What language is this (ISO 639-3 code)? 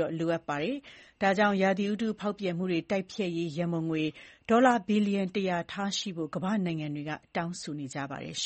mya